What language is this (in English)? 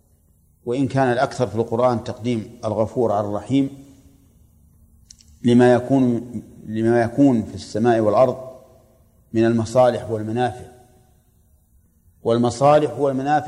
Arabic